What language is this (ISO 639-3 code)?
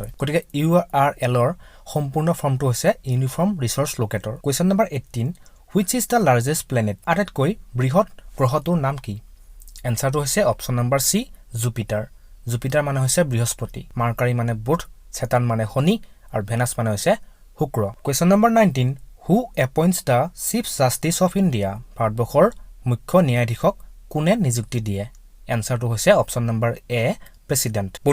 asm